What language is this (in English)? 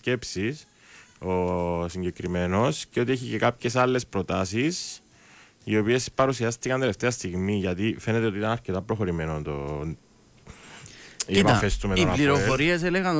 Greek